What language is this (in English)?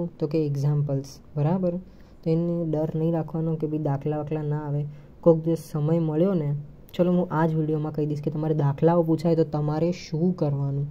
Gujarati